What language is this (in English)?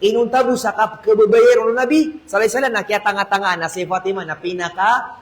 Maranao